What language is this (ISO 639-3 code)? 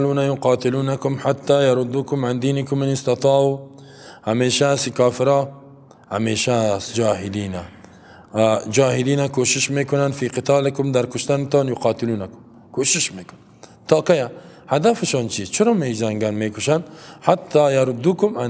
fas